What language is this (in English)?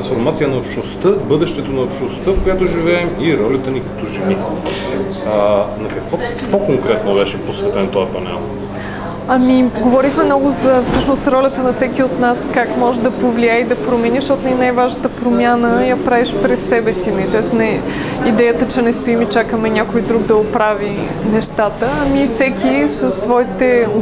Bulgarian